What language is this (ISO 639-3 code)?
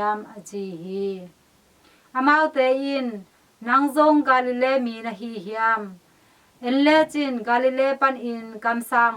ctd